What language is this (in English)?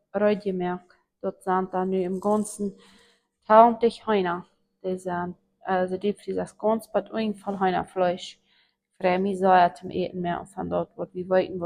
Plautdietsch